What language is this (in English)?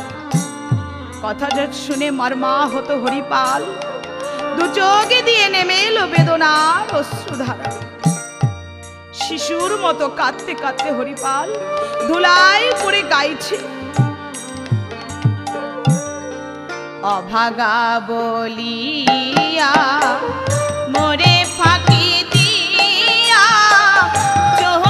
Bangla